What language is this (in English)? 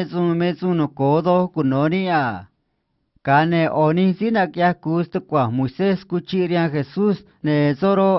Copala Triqui